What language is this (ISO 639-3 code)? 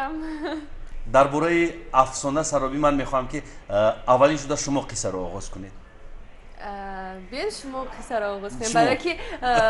tgk